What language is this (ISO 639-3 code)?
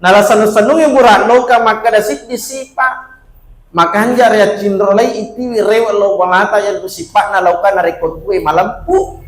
bug